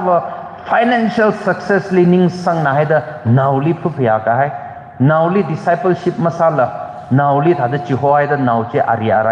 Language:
Tangkhul Naga (India)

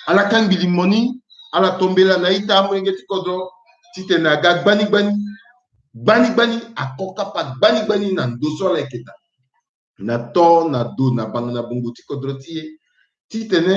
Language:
Sango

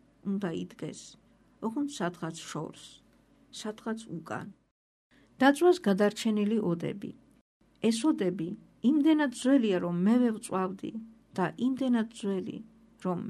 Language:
Georgian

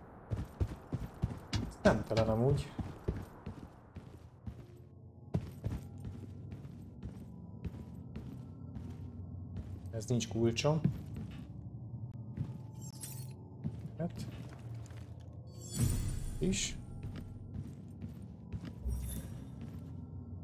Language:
Hungarian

